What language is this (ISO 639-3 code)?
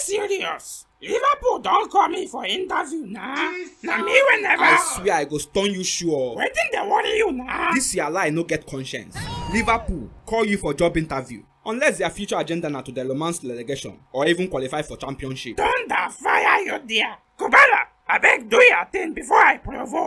pcm